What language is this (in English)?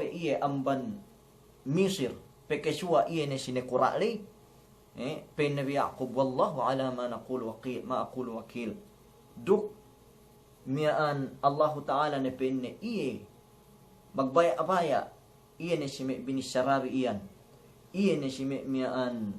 Yakan